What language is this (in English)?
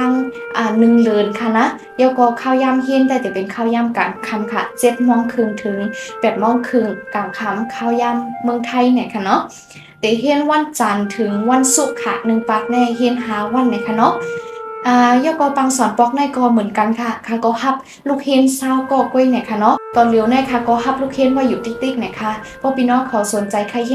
Shan